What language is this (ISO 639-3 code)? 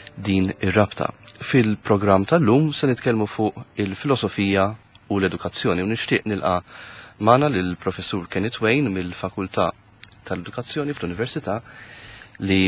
mlt